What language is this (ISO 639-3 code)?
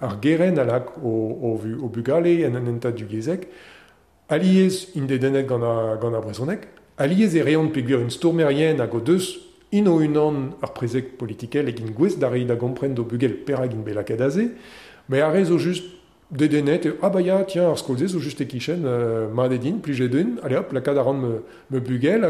bre